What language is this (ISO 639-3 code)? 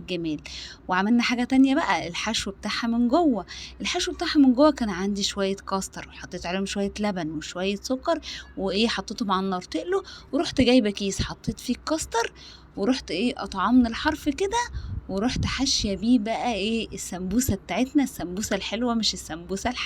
arz